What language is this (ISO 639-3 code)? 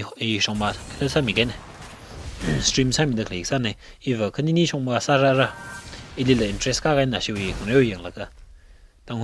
nmf